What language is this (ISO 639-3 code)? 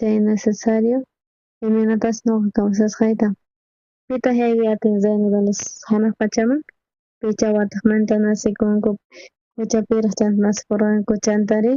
quh